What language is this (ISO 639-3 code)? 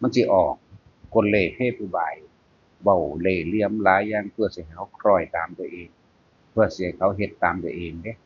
tts